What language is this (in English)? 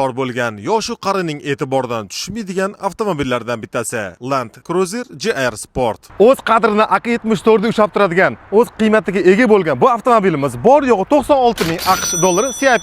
Uzbek